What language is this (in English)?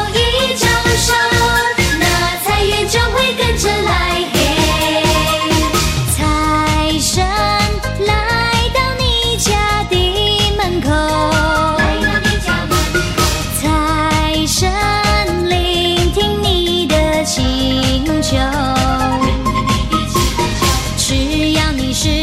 Chinese